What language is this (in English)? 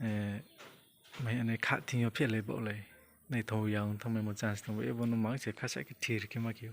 Riang (India)